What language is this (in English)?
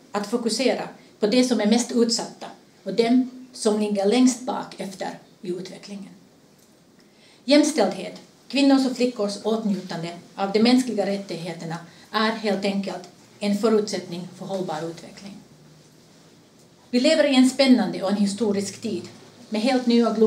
Swedish